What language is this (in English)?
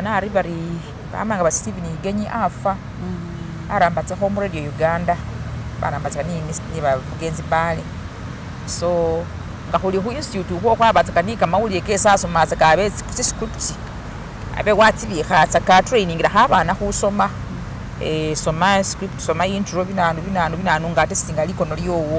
Masaaba